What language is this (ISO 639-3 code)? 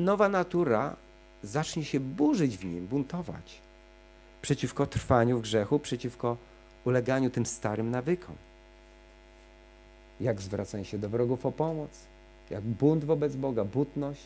pol